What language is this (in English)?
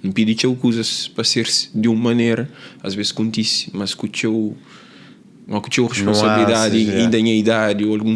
Kabuverdianu